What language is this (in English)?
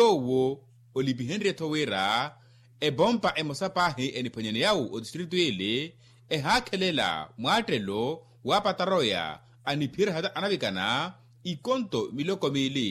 Makhuwa